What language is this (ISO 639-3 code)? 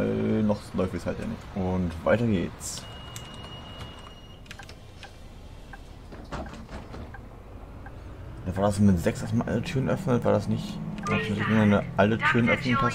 deu